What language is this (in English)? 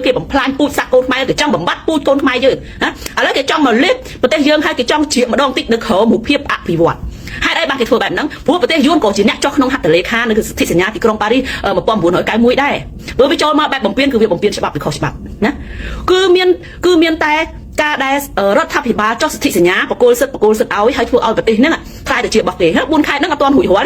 Khmer